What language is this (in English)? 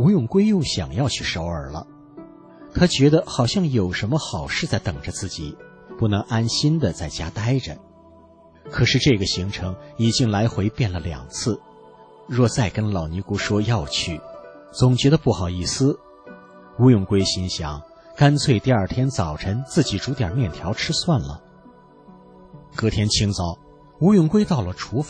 Chinese